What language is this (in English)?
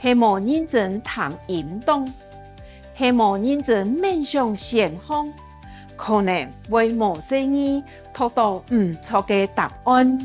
Hakka Chinese